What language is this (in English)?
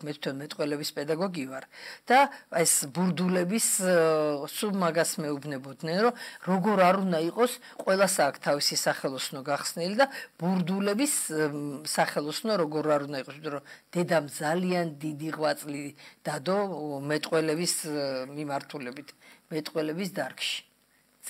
Georgian